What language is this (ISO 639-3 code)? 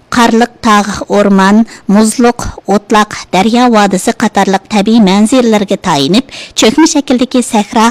uig